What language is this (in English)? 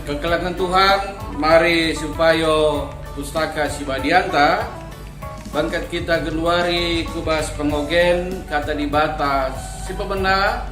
Batak Karo